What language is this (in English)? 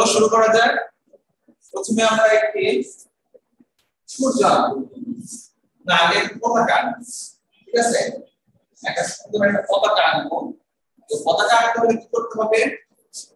Bangla